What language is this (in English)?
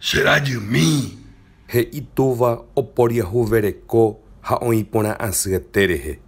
Guarani